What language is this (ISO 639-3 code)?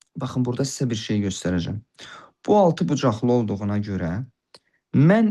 aze